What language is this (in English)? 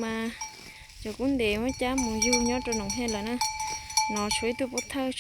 Hmong